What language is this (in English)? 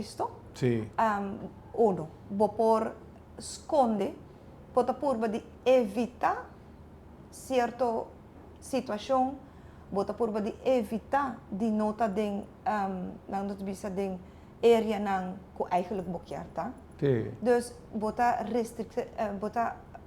Papiamento